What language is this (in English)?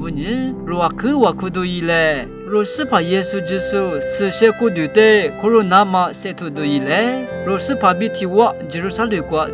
Lisu